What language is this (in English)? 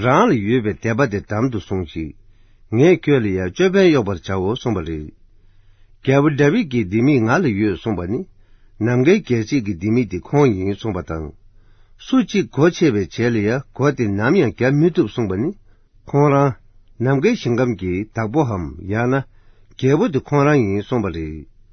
Tibetan